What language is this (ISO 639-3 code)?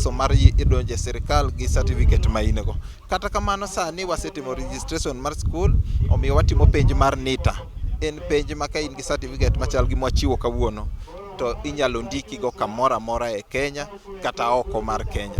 luo